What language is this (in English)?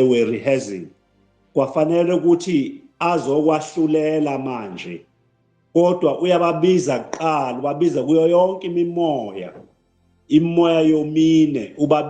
Zulu